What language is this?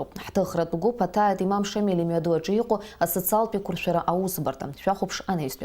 Abkhazian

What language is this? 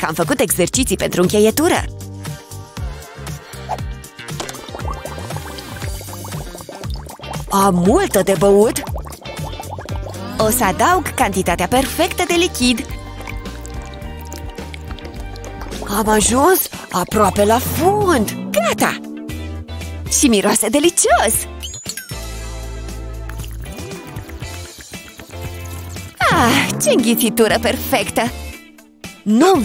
Romanian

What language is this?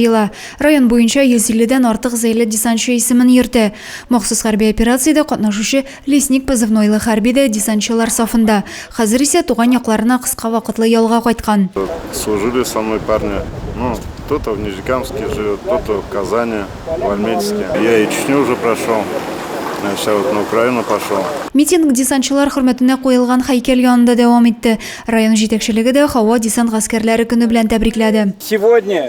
Tatar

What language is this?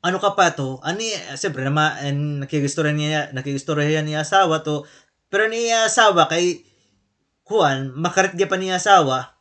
Waray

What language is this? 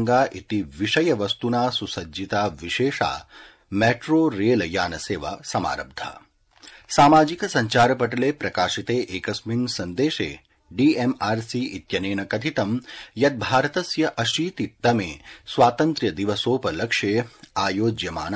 Sanskrit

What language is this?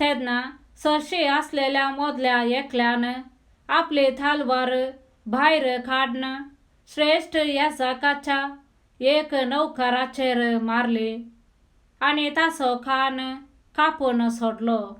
Konkani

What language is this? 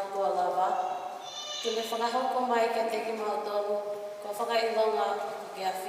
Tongan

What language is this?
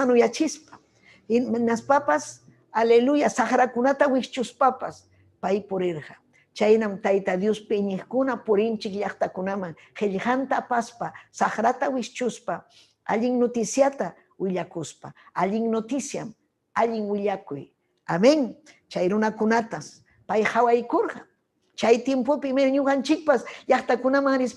Ayacucho Quechua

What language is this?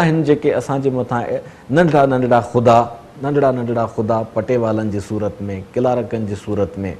Sindhi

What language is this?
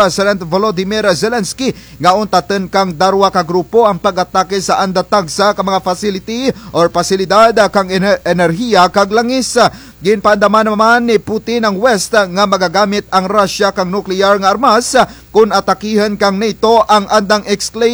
Kinaray-a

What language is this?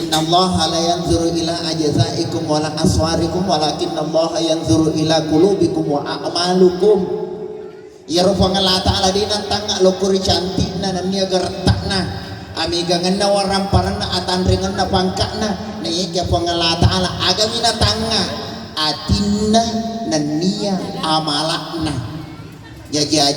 Buginese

